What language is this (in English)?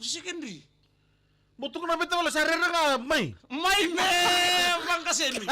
Fijian